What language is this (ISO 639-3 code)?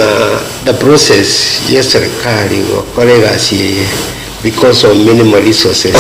guz